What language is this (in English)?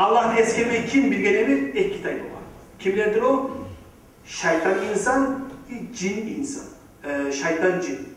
Kumyk